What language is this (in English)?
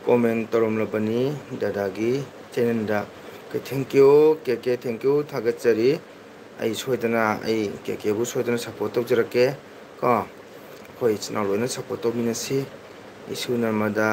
Manipuri